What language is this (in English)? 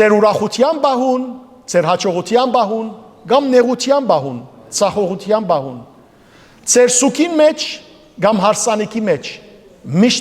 Western Armenian